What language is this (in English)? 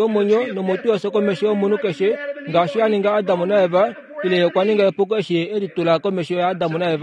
Kuanyama